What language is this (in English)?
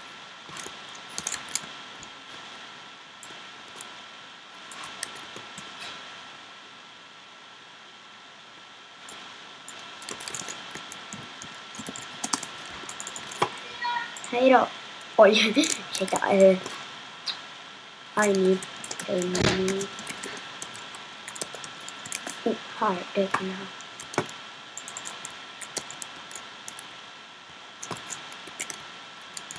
Swedish